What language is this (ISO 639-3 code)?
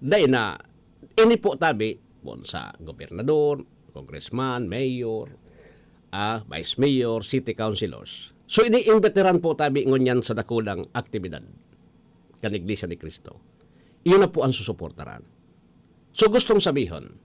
bik